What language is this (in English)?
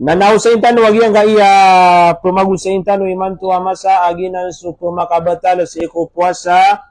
Maranao